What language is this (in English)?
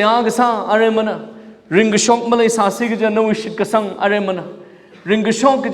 Tangkhul Naga (India)